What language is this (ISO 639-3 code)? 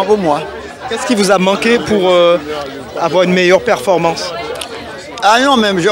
fra